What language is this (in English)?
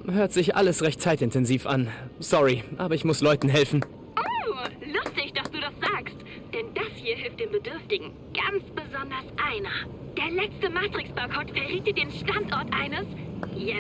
Bavarian